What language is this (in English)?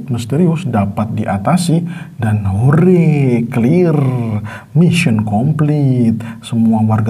Indonesian